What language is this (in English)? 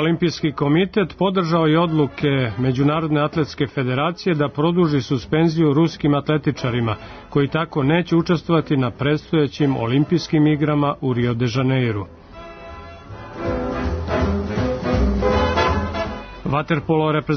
Serbian